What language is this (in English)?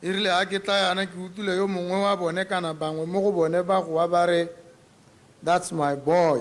Tswana